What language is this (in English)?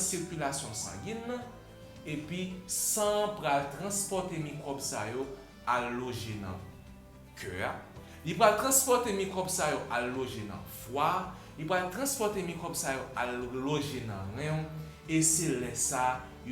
Haitian Creole